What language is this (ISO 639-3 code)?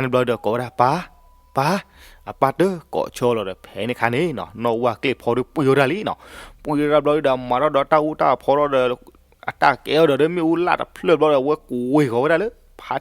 ksw